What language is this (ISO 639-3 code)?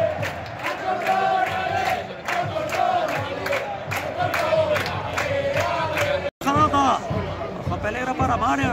spa